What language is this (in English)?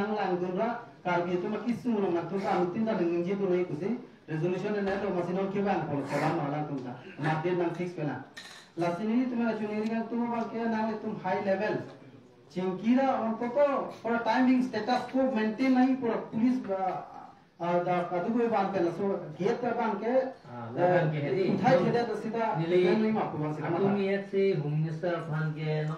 Karbi